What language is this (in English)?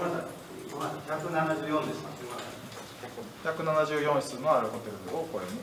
Japanese